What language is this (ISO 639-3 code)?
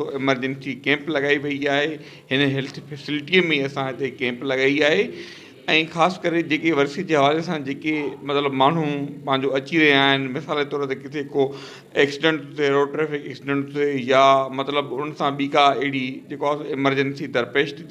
snd